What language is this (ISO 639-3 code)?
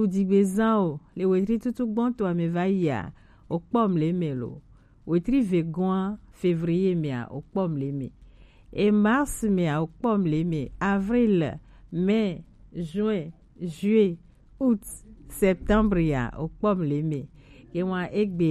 gej